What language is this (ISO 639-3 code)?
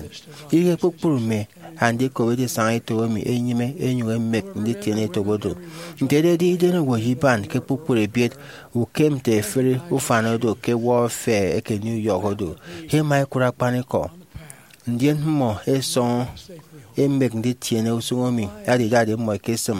efi